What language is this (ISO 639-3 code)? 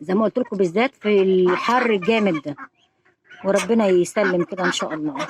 arz